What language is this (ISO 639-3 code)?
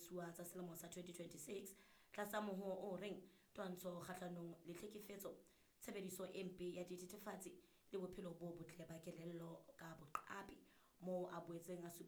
sot